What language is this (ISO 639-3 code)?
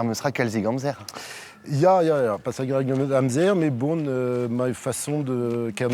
bre